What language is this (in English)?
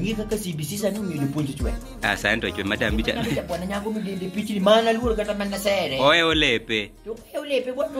Luo (Kenya and Tanzania)